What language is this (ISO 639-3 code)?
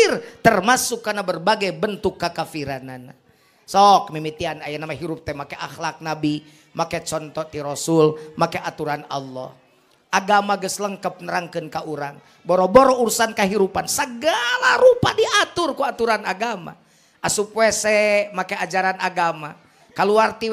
sun